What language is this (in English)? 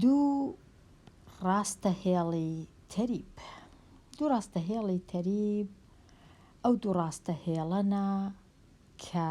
Central Kurdish